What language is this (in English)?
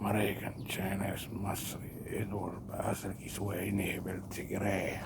Somali